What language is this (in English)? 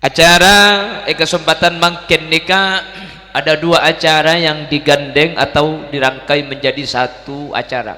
Madurese